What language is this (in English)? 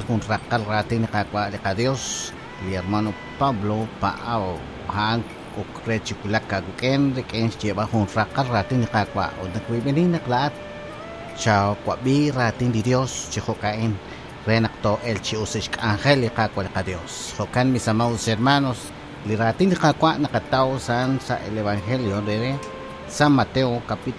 Kekchí